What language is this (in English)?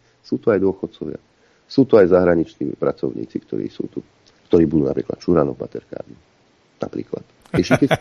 Slovak